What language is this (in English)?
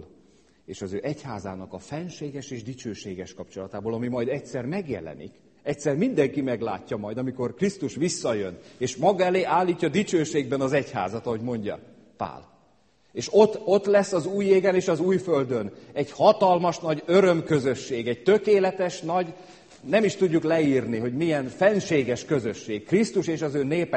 Hungarian